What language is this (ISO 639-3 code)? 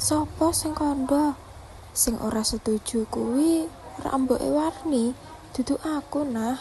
jav